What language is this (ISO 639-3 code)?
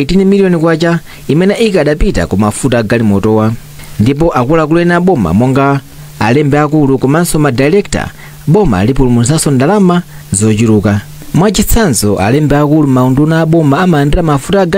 nya